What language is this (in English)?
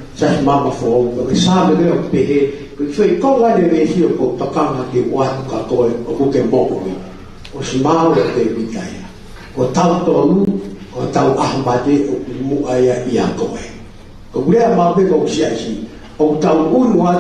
Tongan